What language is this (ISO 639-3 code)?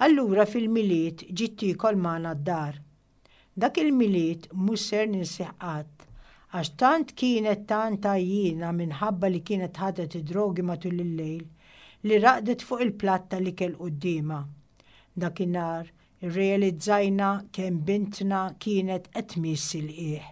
mlt